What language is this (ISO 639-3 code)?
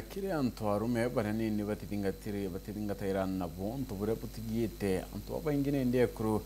mer